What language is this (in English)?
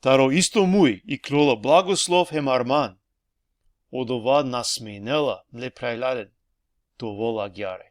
Balkan Romani